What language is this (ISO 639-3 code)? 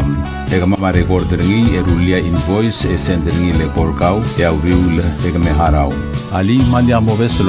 pau